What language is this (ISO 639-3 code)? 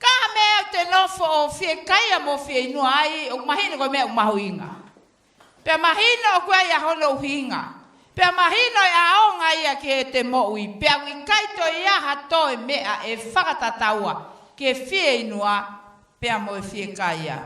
ton